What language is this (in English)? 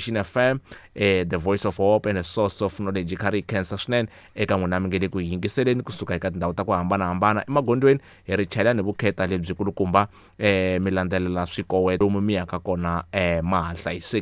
Tsonga